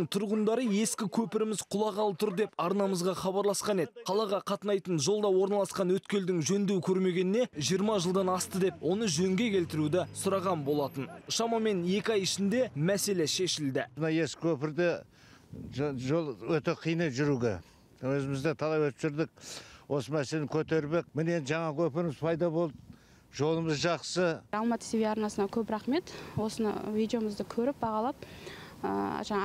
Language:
Kazakh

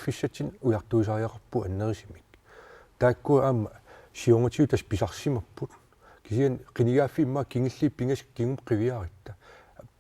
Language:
Kalaallisut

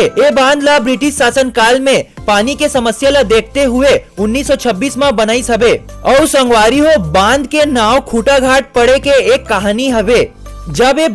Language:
Chhattisgarhi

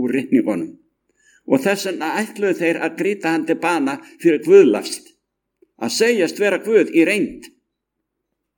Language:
Icelandic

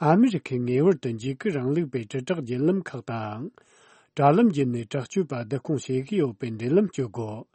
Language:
Tibetan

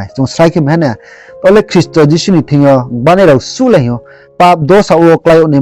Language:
Riang (India)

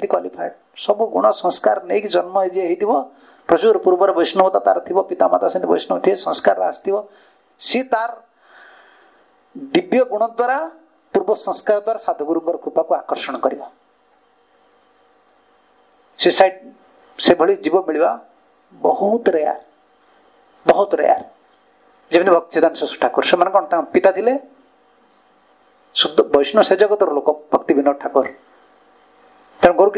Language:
Odia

